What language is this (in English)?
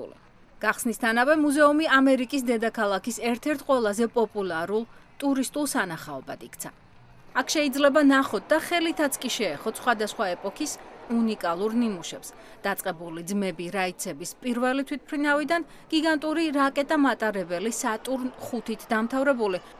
Georgian